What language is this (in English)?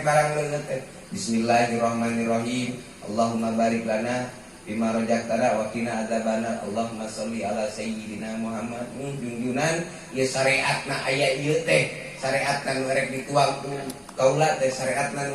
Sundanese